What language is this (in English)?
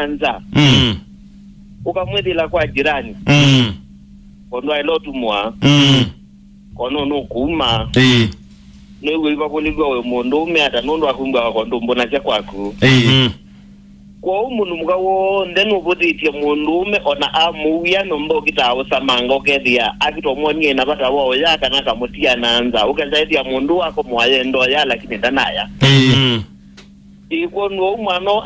Kamba